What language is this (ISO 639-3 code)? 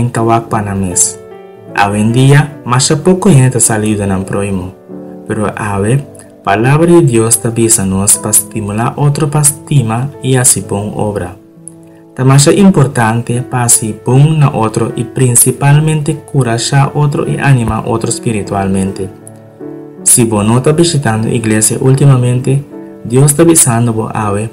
pap